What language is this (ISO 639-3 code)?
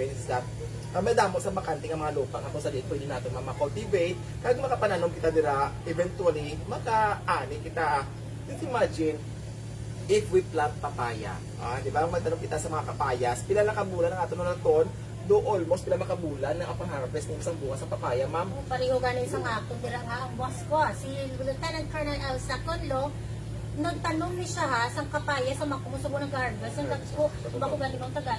hil